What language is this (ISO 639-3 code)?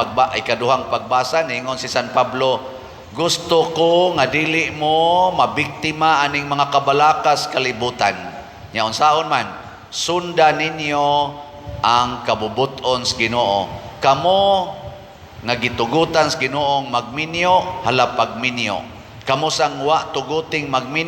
ceb